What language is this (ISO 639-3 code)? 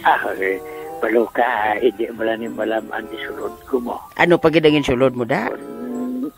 hil